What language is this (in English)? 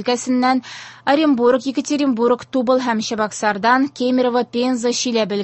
Tatar